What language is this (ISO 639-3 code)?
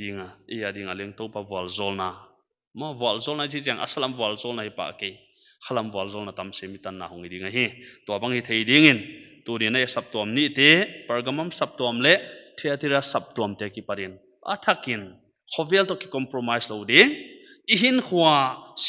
pck